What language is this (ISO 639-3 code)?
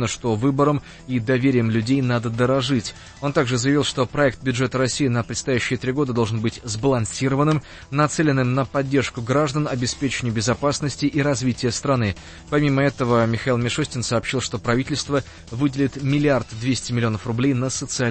rus